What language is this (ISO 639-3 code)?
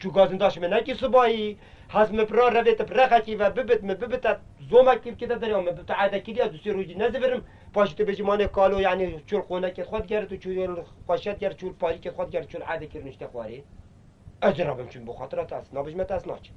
kur